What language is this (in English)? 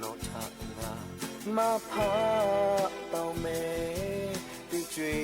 Lahu